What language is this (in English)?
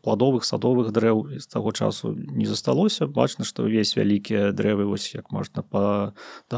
Belarusian